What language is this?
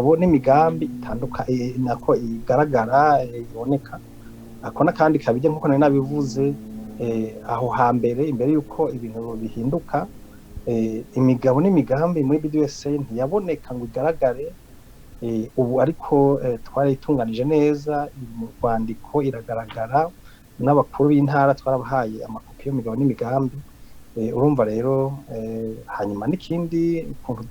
Rundi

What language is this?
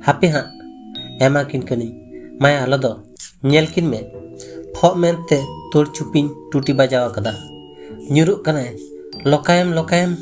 Santali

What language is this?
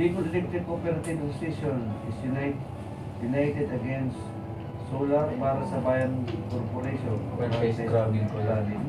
Bikol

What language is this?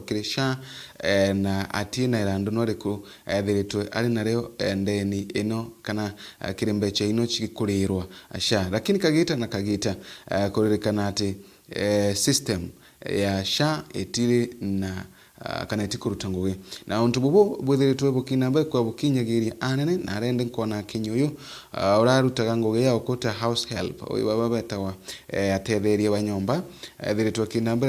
Meru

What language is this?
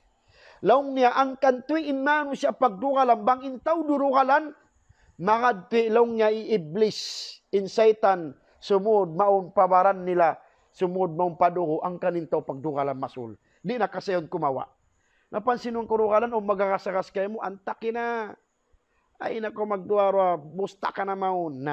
Tausug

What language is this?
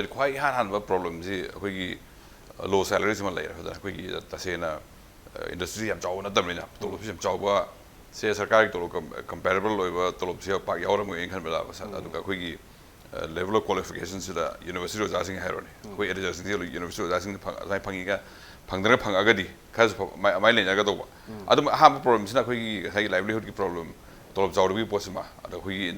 Manipuri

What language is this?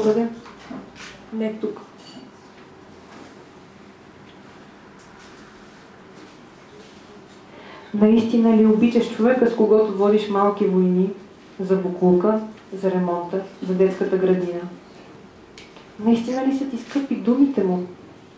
Bulgarian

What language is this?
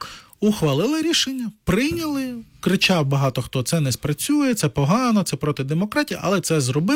Ukrainian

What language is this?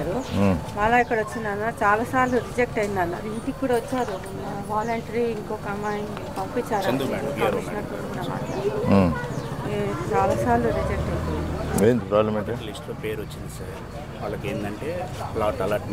Telugu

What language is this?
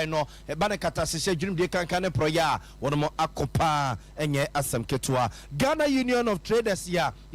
Akan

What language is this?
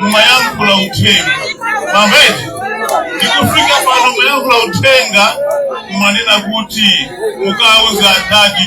Nyanja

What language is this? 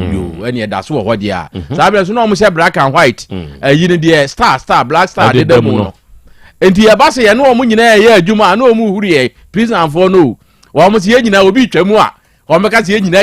Akan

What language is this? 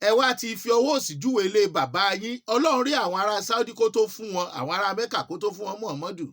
Yoruba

